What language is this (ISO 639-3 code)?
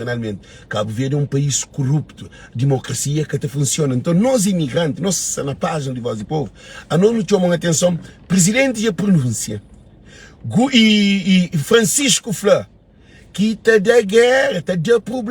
kea